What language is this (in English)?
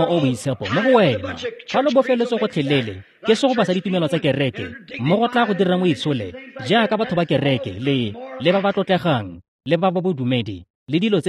Tswana